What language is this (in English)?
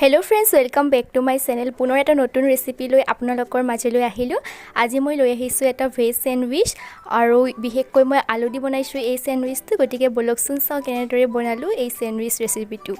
Assamese